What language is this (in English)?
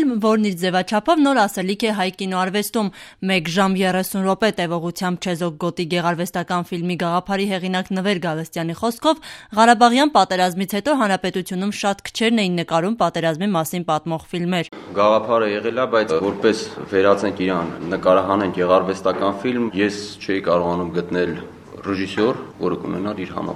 Armenian